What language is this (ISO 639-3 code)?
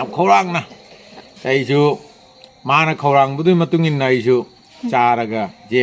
mni